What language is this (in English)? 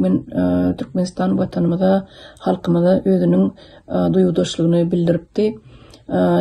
Turkmen